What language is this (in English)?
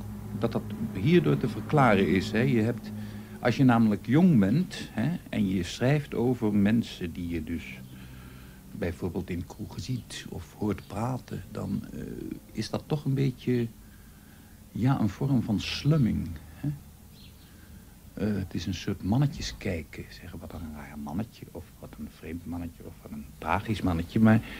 Dutch